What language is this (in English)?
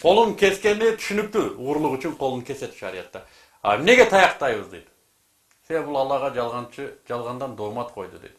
Kyrgyz